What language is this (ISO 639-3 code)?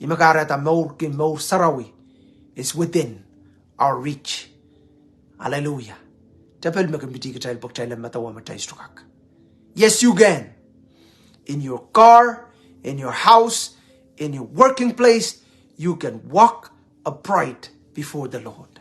pon